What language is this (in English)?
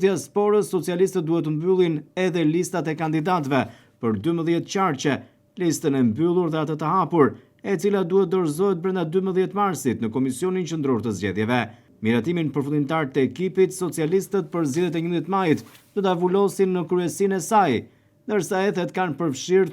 Albanian